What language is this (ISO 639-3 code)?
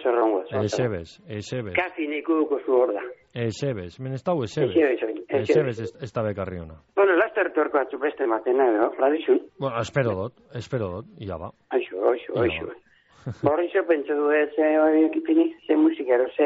eus